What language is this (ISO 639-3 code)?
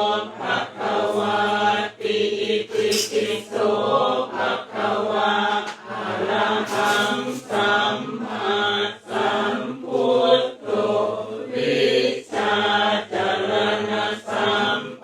pli